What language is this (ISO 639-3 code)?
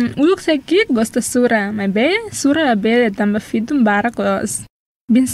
tet